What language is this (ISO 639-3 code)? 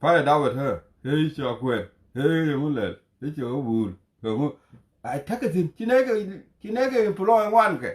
nus